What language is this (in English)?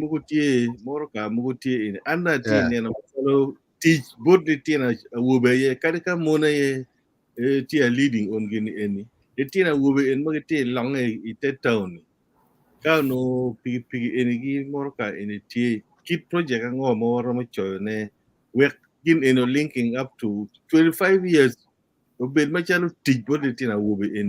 Acoli